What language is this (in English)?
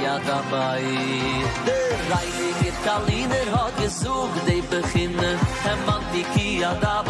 Yiddish